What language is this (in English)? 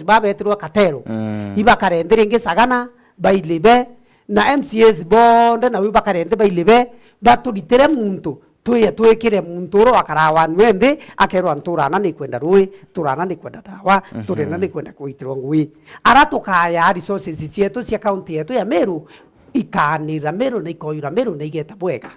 Meru